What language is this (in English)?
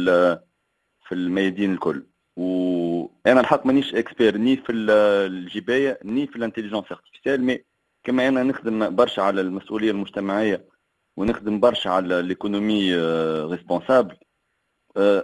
Tunisian Arabic